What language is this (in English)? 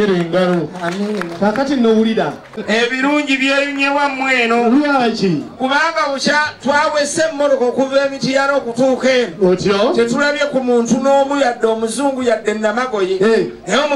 Ganda